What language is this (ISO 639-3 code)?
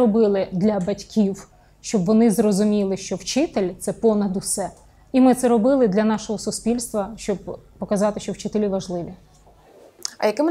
ukr